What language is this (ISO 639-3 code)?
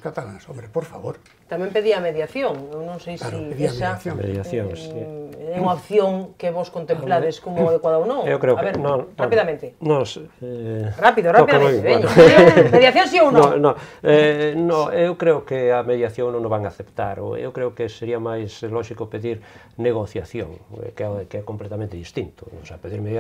glg